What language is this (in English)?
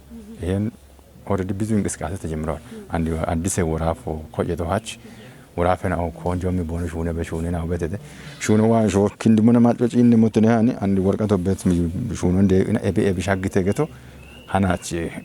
Kafa